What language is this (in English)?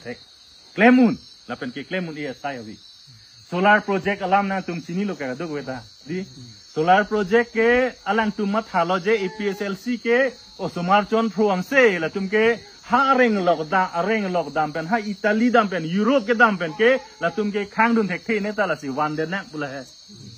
Karbi